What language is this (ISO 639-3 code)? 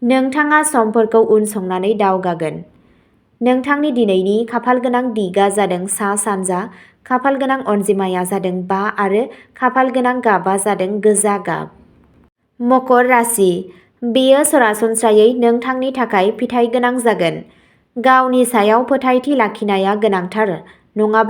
brx